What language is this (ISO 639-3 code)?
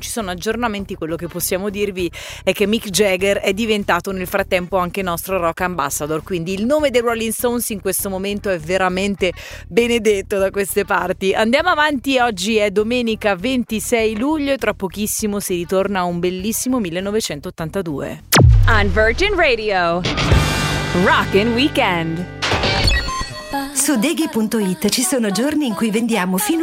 ita